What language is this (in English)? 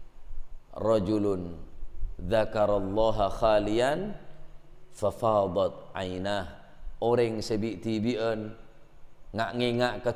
Madurese